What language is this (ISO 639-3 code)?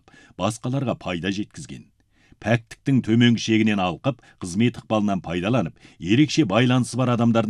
kaz